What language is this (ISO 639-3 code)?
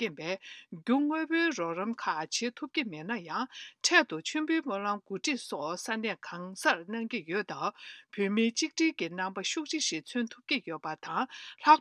bod